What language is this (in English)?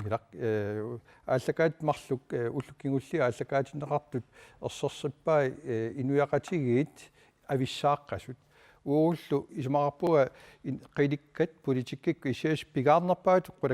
Kalaallisut